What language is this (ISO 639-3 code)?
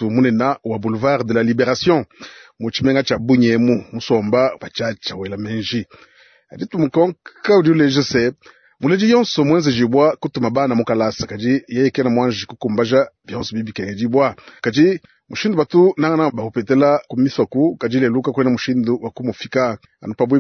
lua